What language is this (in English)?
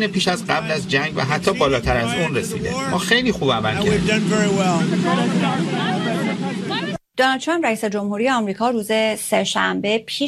Persian